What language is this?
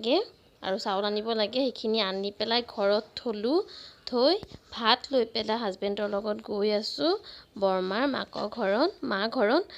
Assamese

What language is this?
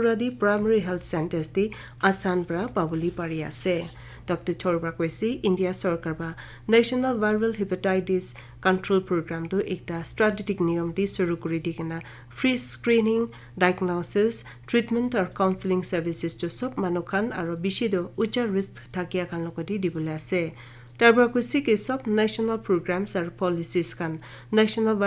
Naga Pidgin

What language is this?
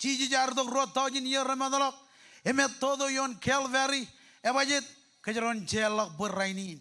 Marshallese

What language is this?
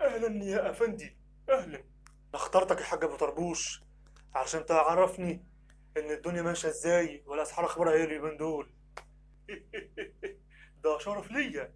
Egyptian Arabic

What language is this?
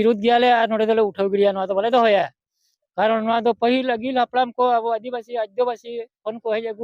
Santali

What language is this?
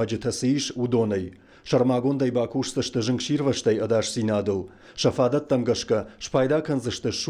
Ossetic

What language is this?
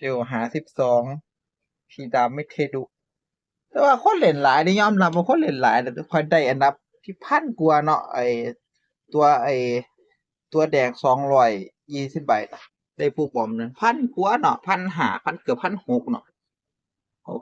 Northeastern Thai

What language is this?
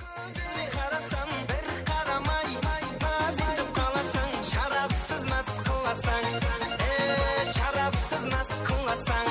Kara-Kalpak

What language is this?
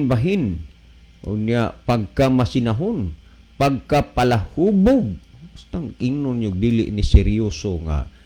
Cebuano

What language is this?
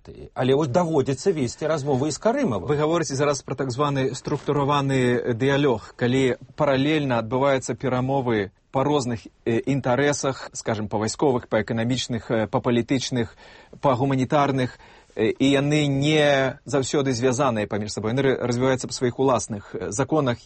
Belarusian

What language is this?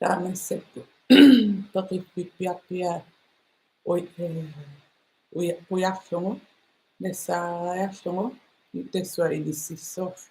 Kalaallisut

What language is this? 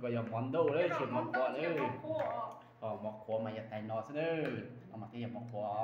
Hmong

